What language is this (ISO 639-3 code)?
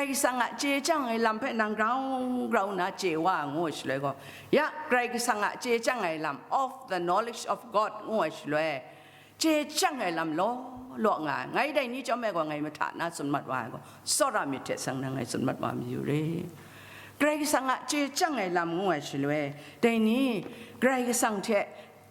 kac